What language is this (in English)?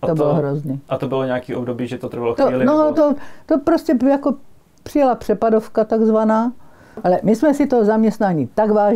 Czech